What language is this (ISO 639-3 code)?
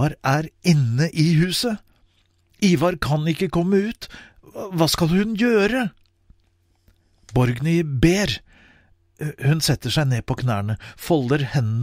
nor